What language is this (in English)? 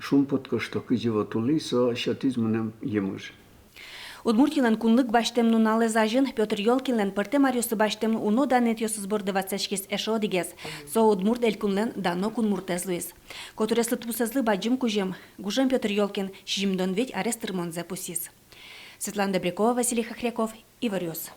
Udmurt